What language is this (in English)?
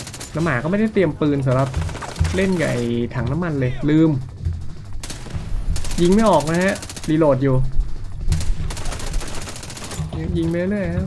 Thai